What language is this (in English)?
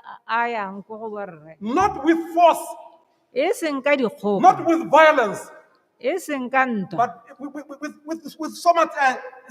Tswana